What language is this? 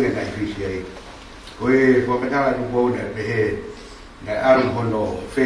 Tongan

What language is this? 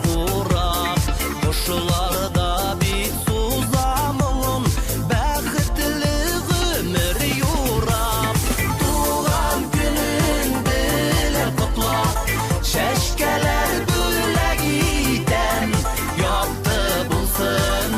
Bashkir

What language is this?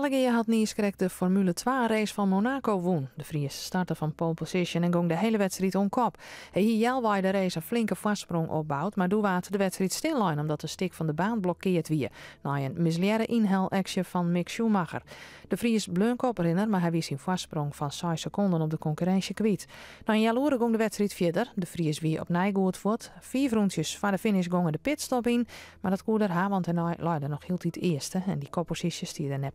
Western Frisian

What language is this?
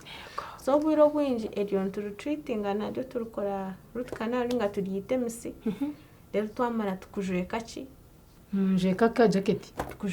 Nyankole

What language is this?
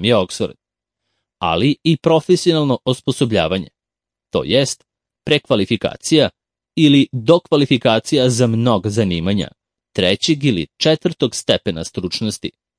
Serbian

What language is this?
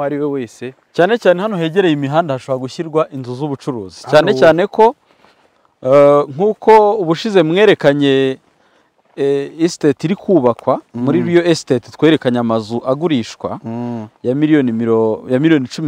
Kinyarwanda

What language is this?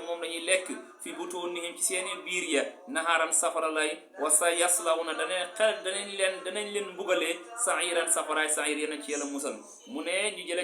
Wolof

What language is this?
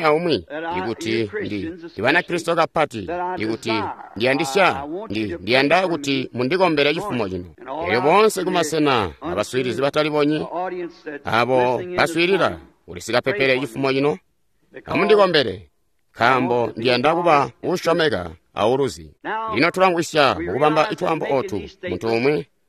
Tonga (Zambia)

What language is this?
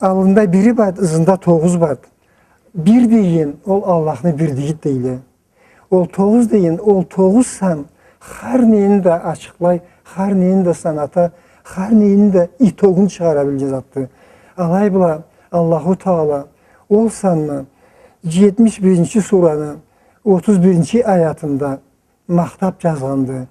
Karachay-Balkar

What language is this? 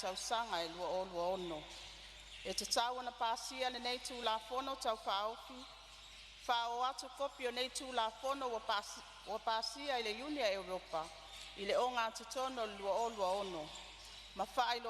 Samoan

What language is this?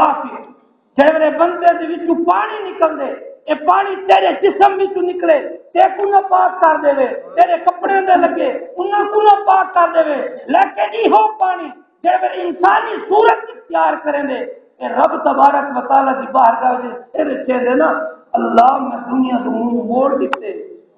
Saraiki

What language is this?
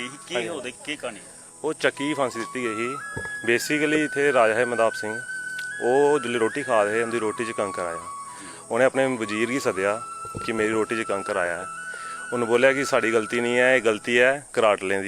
Dogri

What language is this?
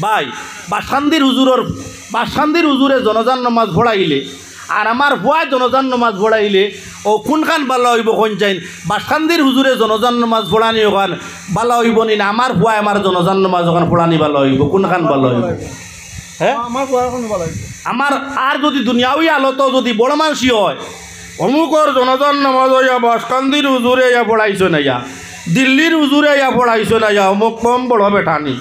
Sylheti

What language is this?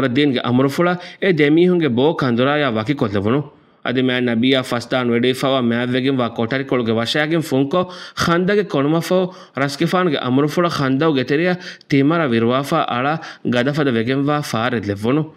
Divehi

